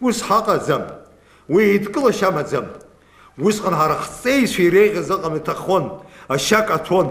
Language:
Abkhazian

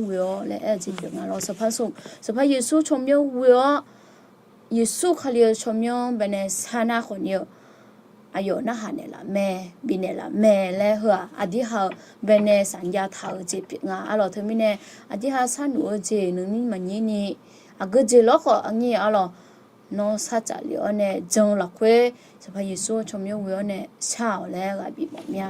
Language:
Akha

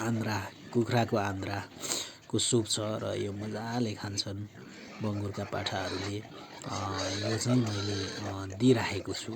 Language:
Nepali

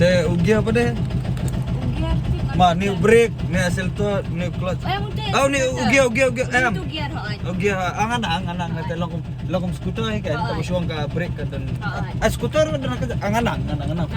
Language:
Khasi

